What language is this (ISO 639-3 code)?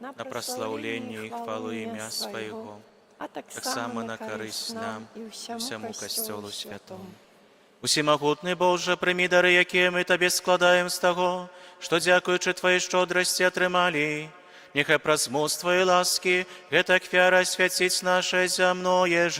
bel